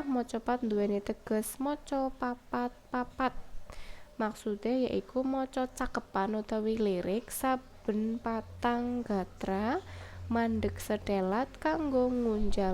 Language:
Javanese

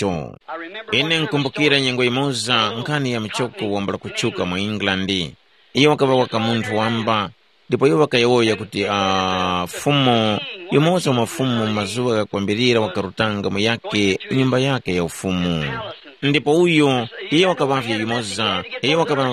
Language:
Tumbuka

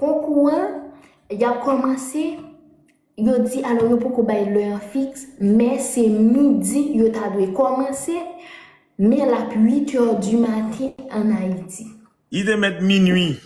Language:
Haitian Creole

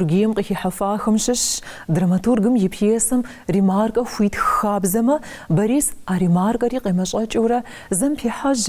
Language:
Kabardian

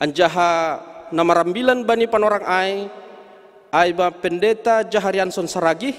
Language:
Batak Simalungun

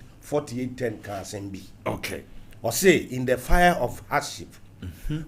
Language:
Akan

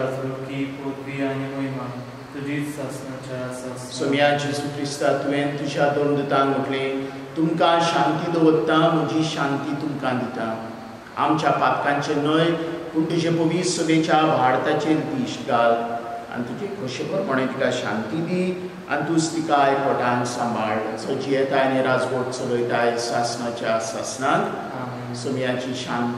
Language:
Konkani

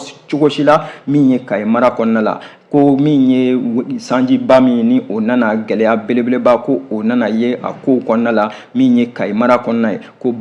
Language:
Bambara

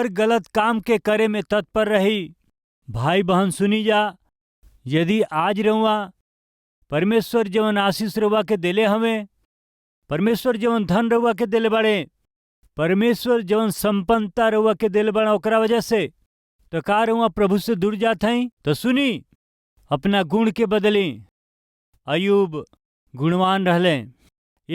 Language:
Bhojpuri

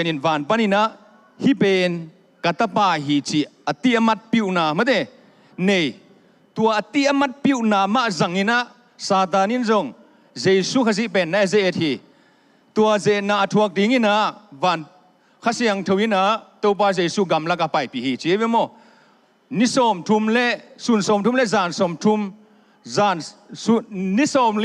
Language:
Tedim Chin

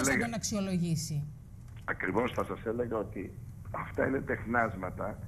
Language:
Greek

